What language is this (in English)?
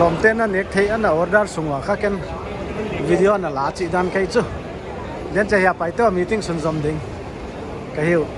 Paite Chin